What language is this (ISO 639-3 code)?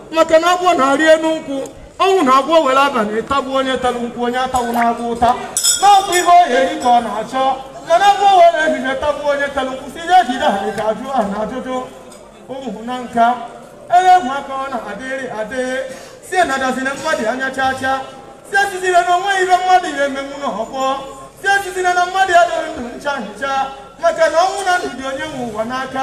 ibo